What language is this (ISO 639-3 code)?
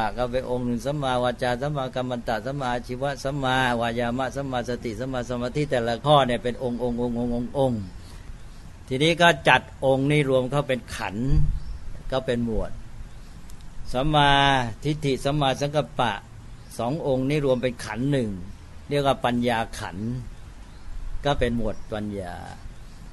tha